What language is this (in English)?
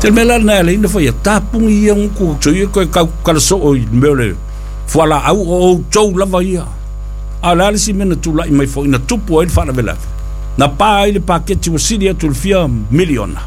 Samoan